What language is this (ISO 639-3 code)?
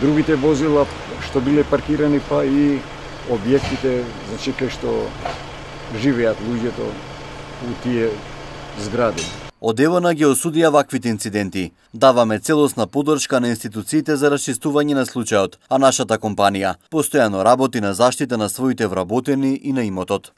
mkd